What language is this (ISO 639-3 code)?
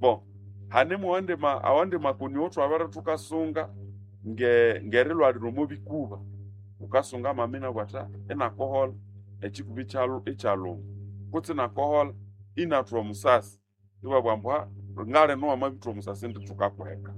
nnb